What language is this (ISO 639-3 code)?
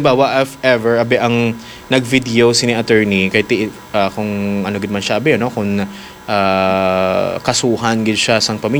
hil